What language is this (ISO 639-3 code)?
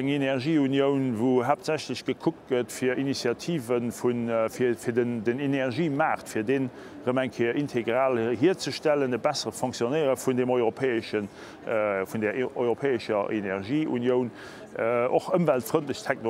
ltz